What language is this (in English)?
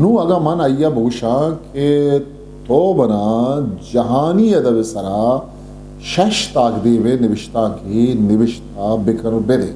Eastern Balochi